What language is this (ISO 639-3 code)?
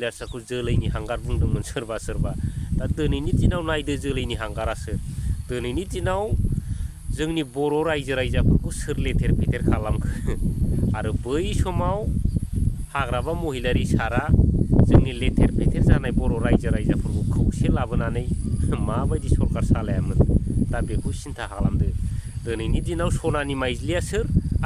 brx